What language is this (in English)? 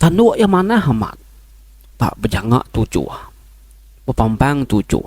Iban